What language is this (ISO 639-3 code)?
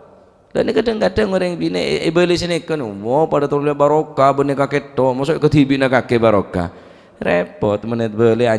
mad